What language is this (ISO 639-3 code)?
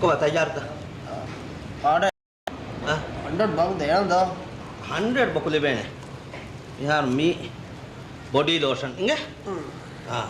div